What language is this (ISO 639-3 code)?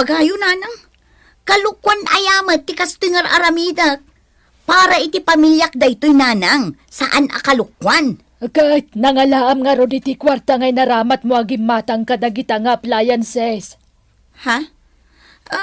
ilo